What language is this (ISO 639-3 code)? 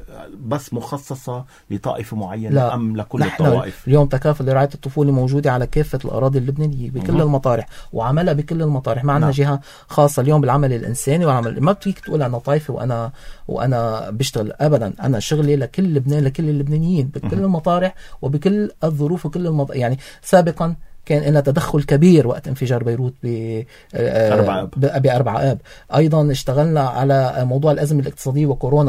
apc